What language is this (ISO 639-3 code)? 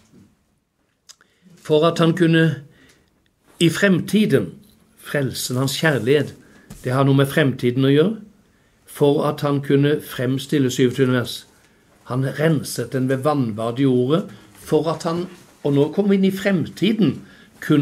nor